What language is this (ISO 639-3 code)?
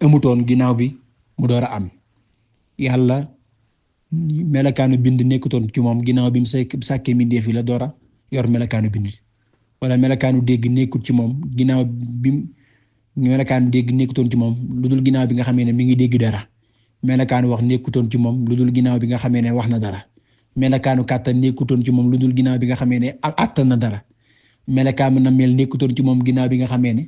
wol